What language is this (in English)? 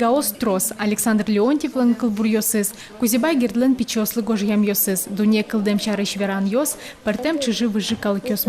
Udmurt